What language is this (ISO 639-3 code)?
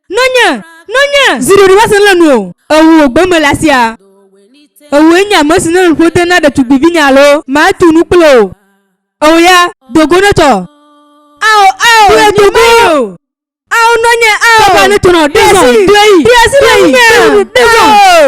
ewe